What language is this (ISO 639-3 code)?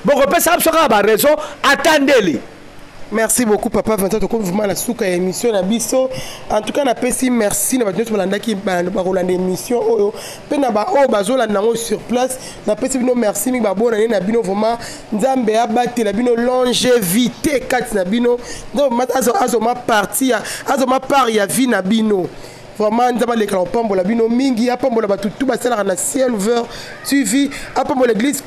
lin